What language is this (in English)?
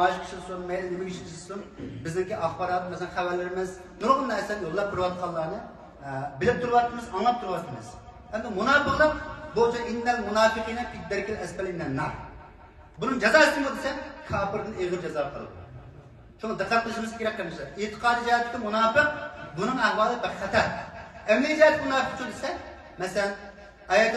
Uyghur